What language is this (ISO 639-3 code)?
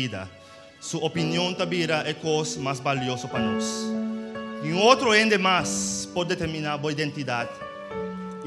pap